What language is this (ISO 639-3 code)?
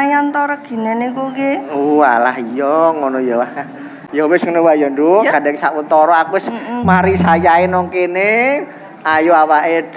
jav